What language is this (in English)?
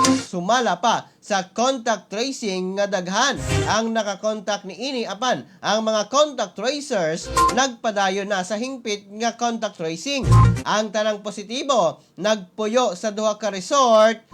Cebuano